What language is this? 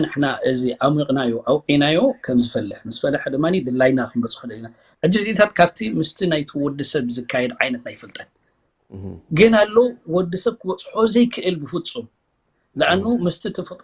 Tigrinya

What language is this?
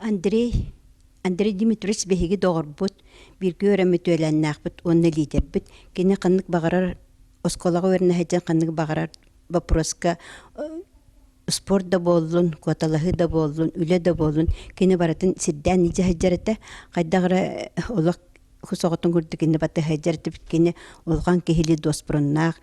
Yakut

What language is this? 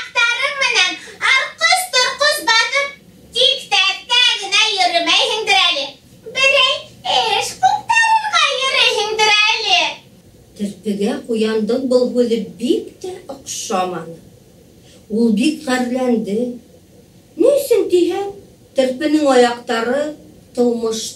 Bashkir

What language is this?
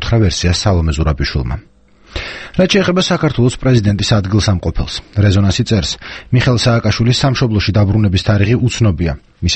Georgian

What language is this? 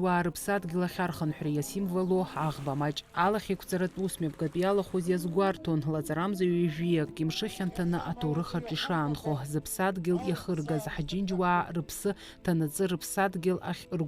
Abkhazian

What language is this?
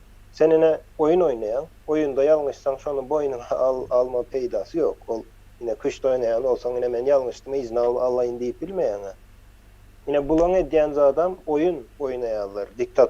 Turkmen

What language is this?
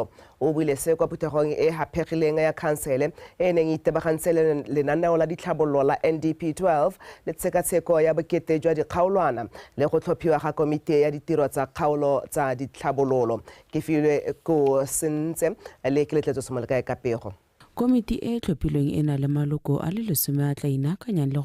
Tswana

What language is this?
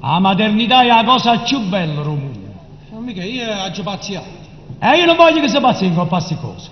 Neapolitan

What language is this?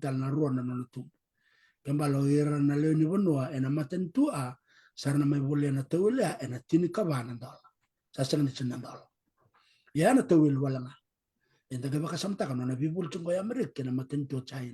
Fijian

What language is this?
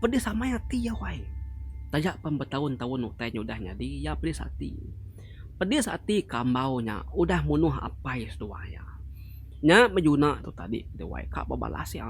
Iban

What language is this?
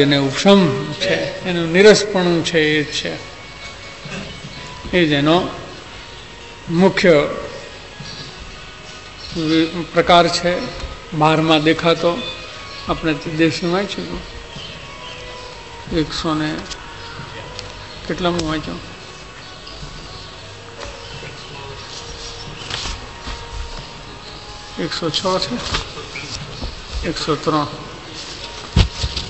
Gujarati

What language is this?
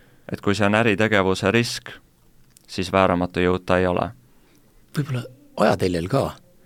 Estonian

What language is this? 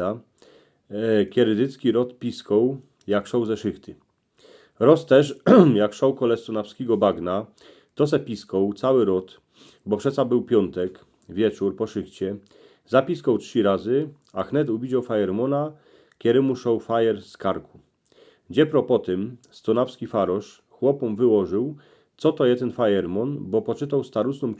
Silesian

